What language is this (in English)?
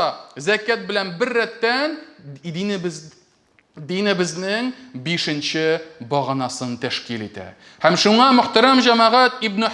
Tatar